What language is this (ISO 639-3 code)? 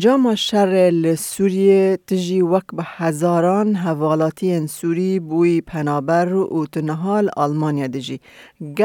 kur